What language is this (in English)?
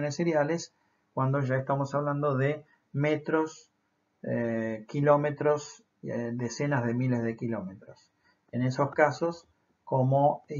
Spanish